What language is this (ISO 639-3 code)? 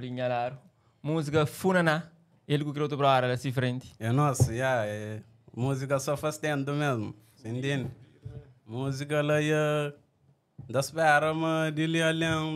kea